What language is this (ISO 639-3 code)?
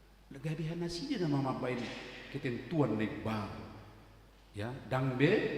bbc